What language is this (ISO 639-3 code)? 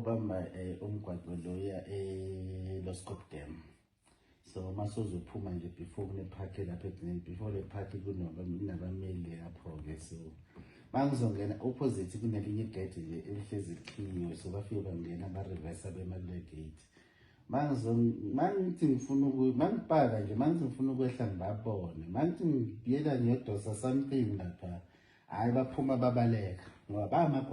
zul